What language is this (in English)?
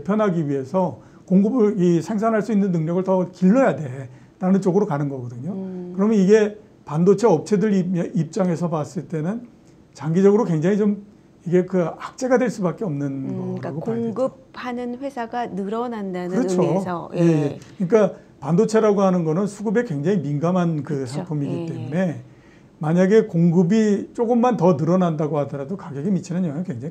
Korean